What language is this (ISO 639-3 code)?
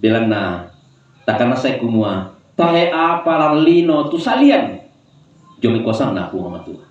sda